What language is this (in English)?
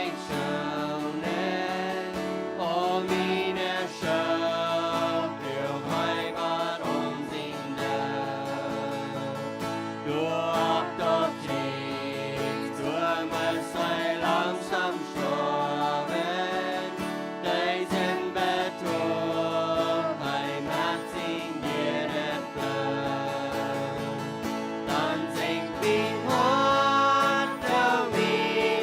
Plautdietsch